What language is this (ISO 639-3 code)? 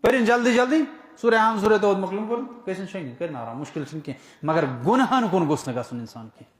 kas